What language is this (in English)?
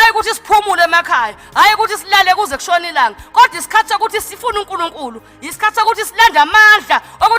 Zulu